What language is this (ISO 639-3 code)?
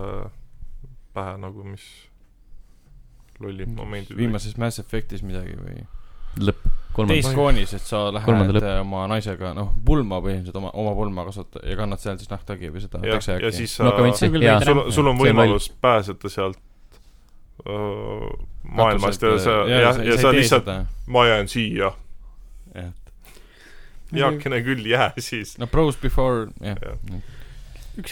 est